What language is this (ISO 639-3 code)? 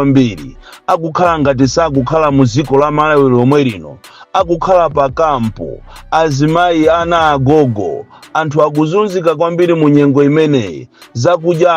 nya